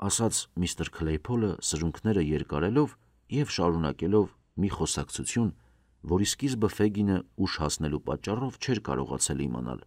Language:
Armenian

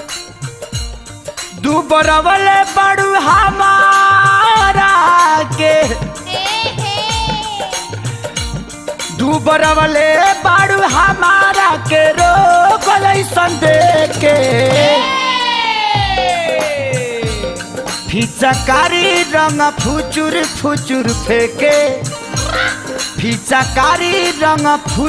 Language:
Bhojpuri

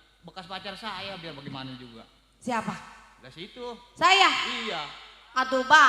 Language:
Betawi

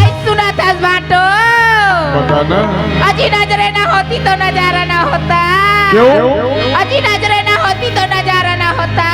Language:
Chhattisgarhi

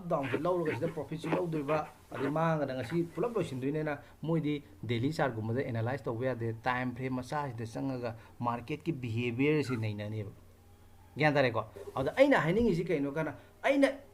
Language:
Manipuri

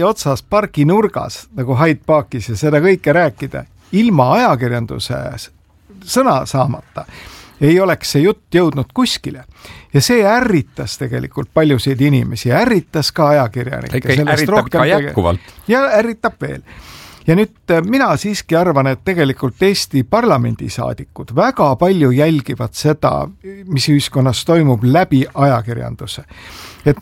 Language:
Estonian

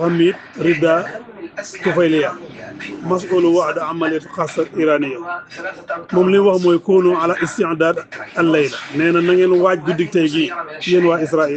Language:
Wolof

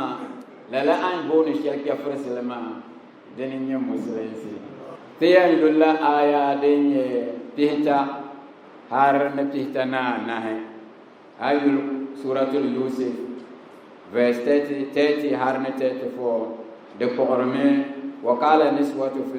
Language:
Dagbani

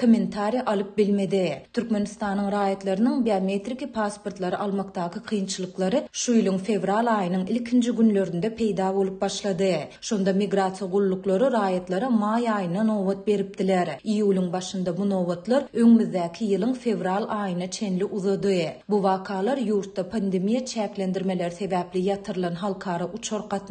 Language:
Turkmen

